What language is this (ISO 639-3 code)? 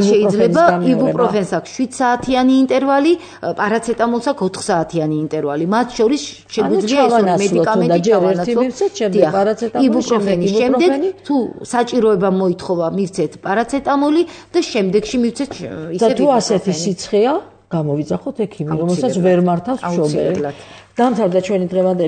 kat